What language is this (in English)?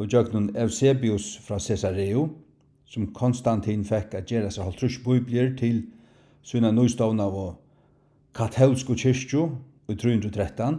Faroese